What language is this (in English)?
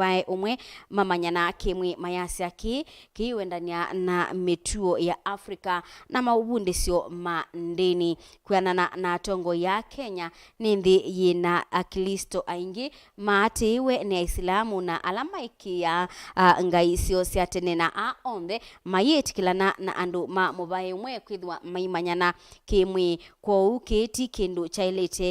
Kamba